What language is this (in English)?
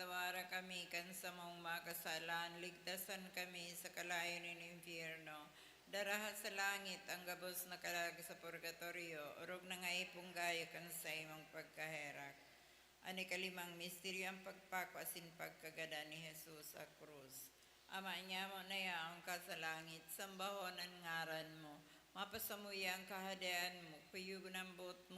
Bikol